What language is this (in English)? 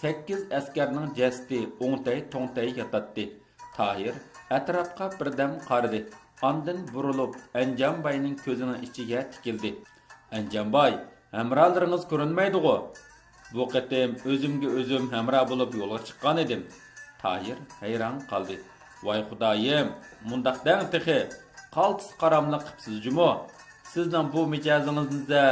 Uyghur